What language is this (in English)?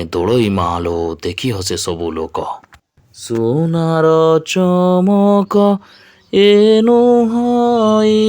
Odia